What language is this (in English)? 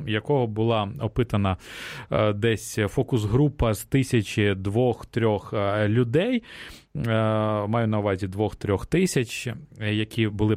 Ukrainian